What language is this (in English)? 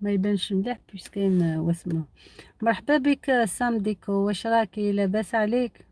Algerian Arabic